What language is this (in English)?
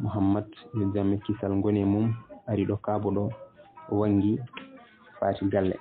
Fula